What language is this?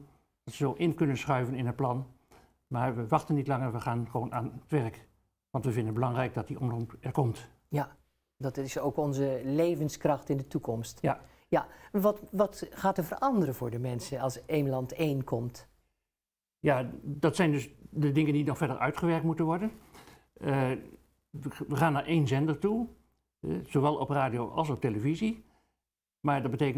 Dutch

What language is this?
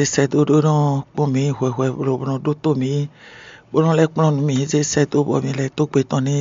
Fon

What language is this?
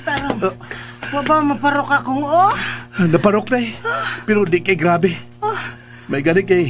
Cebuano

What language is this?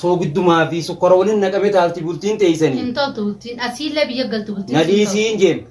Oromo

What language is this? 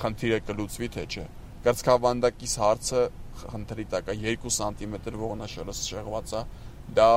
Armenian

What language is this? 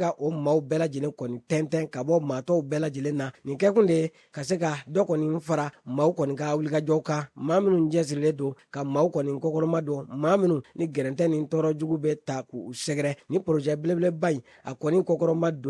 Bambara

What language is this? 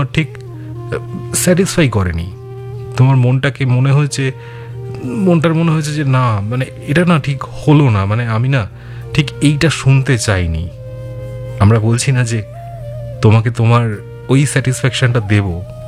Bangla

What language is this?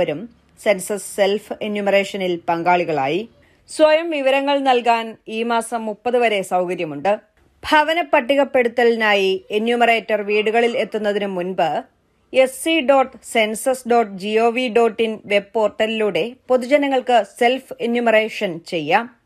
Malayalam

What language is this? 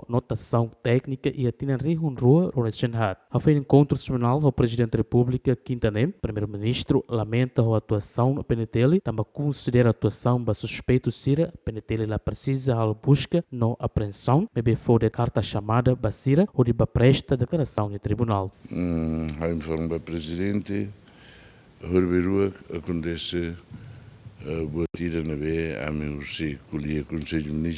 Tetum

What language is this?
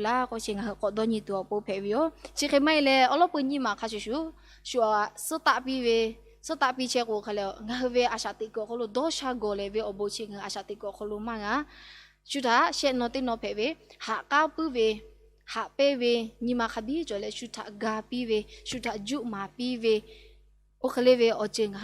Lahu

